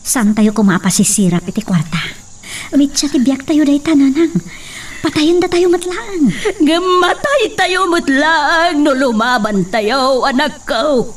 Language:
Iloko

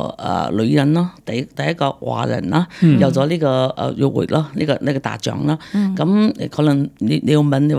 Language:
Cantonese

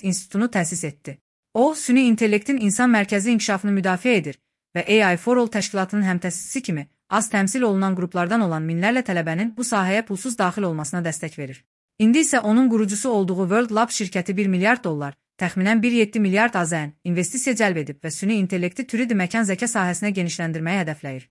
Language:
Azerbaijani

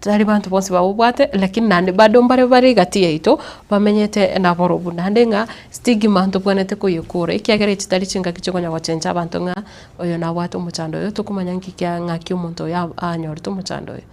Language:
Gusii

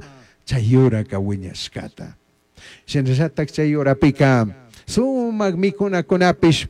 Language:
Chimborazo Highland Quichua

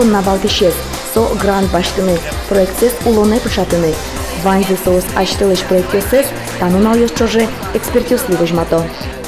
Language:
Udmurt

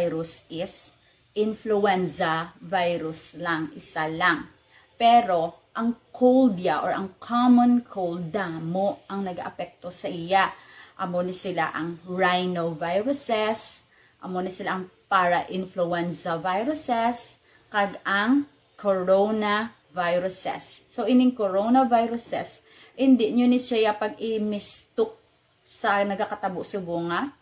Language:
Hiligaynon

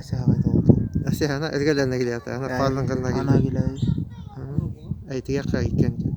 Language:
Bashkir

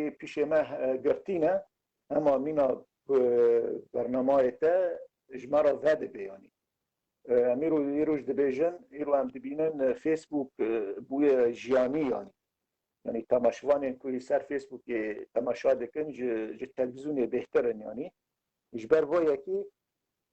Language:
Kurdish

